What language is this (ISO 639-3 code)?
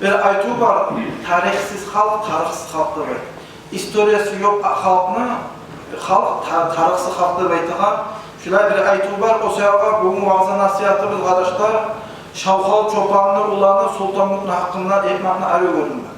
kum